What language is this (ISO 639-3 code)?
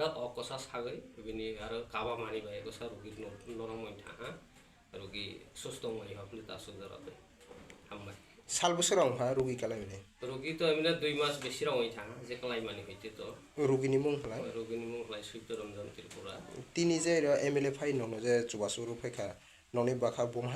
trp